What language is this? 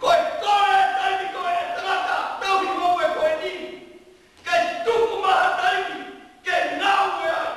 Tongan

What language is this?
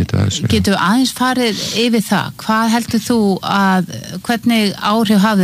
Icelandic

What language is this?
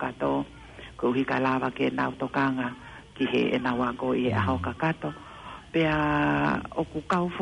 Tongan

